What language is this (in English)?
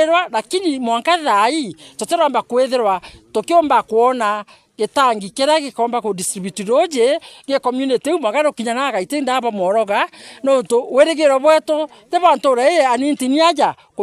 Meru